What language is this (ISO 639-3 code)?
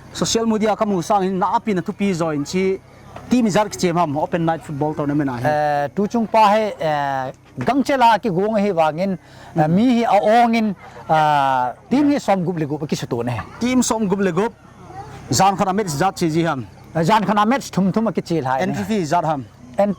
pck